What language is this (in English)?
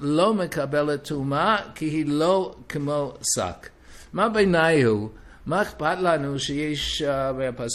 Hebrew